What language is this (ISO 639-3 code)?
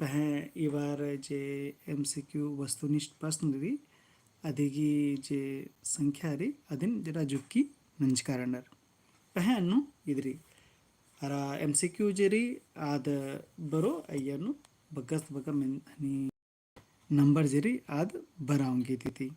kru